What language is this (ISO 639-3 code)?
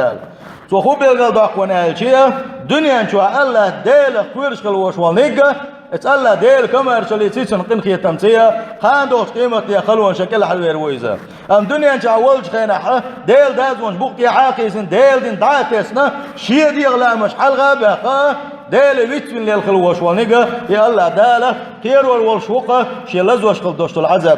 che